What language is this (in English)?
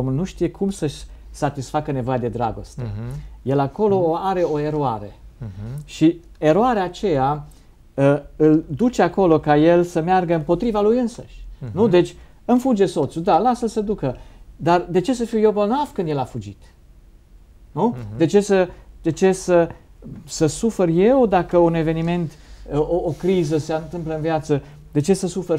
Romanian